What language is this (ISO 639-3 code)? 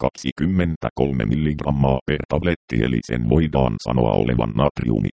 fin